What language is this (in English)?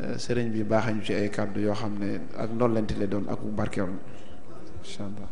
Wolof